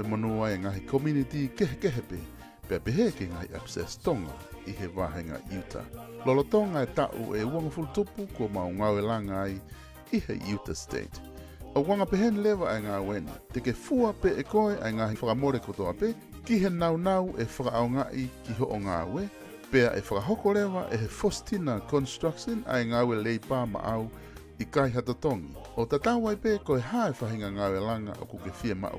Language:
Tongan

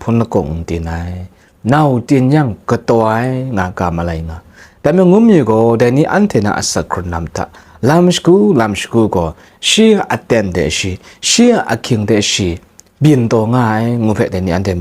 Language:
Kachin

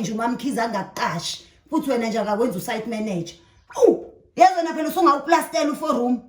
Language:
Zulu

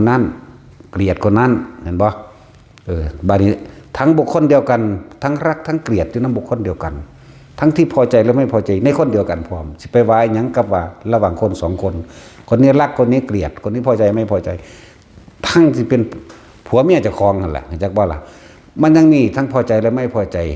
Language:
Northeastern Thai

